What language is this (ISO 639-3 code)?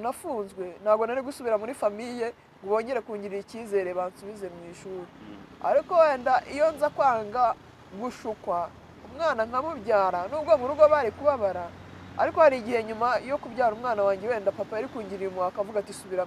kin